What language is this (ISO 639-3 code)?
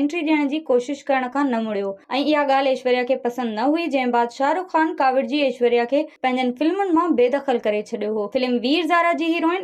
snd